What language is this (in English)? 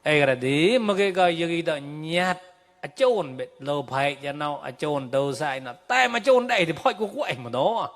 Mon